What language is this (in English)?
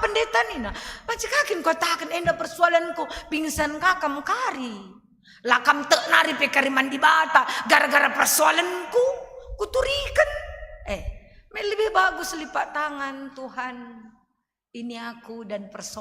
Batak Karo